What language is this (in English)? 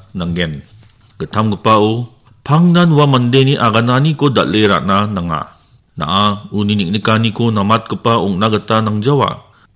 Garo